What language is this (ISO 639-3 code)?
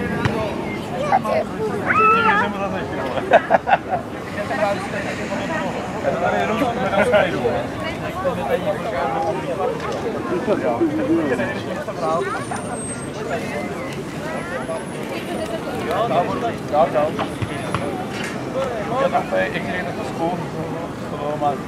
ces